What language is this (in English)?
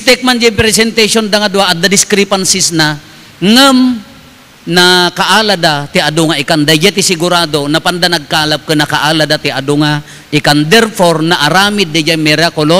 Iloko